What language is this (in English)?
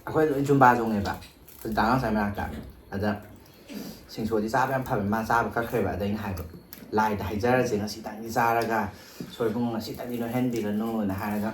Manipuri